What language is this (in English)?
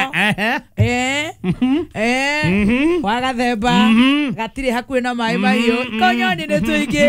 Kikuyu